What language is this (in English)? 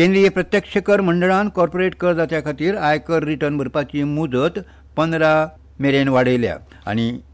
Konkani